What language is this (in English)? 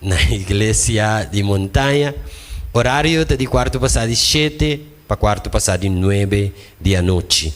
Papiamento